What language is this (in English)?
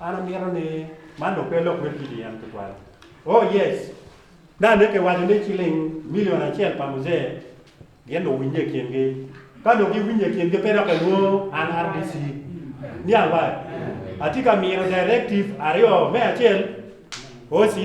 Acoli